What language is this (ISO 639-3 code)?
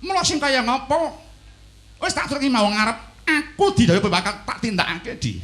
jav